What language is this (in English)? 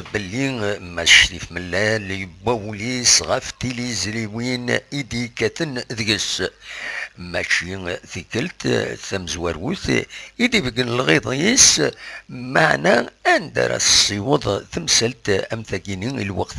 Kabyle